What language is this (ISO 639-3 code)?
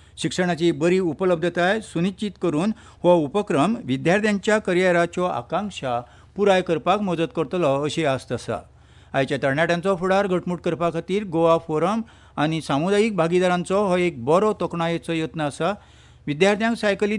kok